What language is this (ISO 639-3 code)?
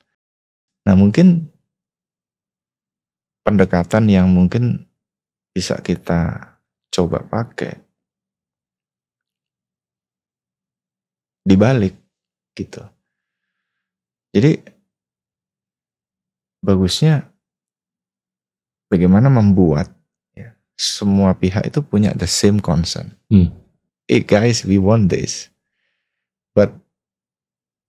ind